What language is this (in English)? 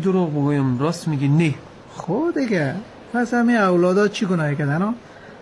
Persian